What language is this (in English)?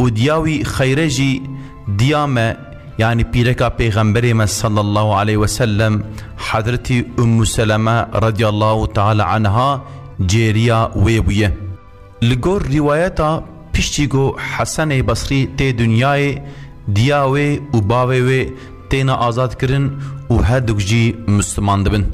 Kurdish